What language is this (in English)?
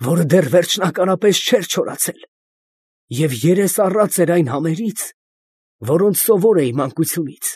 Armenian